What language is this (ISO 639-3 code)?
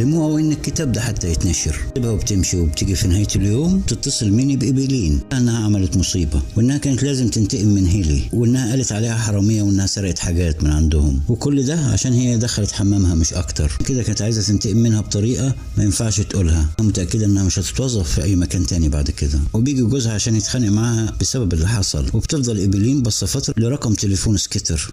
arz